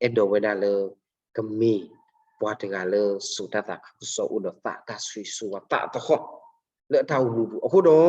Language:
S'gaw Karen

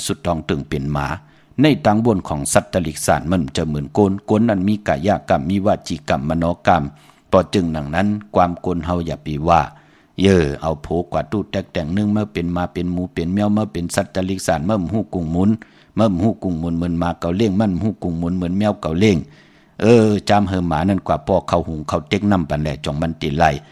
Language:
Shan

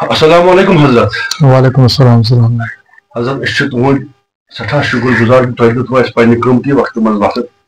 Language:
Kashmiri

